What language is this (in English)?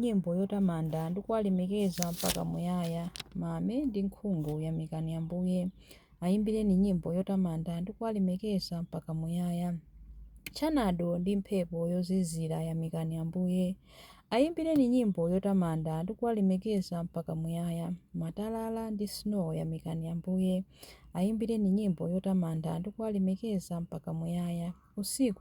Nyanja